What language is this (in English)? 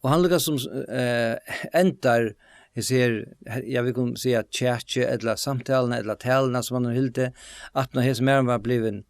Faroese